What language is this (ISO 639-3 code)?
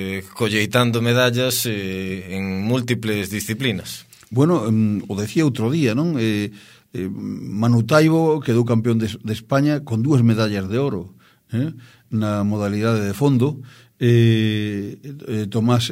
glg